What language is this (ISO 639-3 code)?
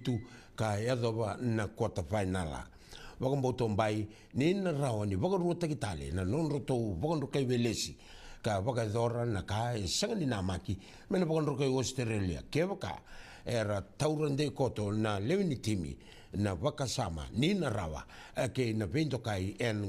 fij